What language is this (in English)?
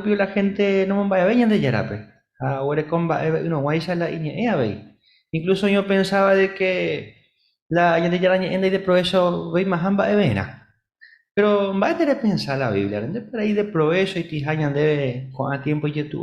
Guarani